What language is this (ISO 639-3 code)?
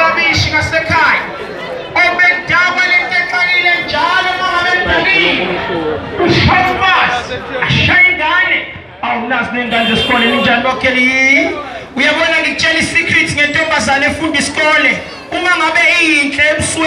zul